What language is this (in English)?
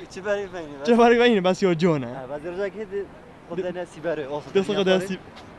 Kurdish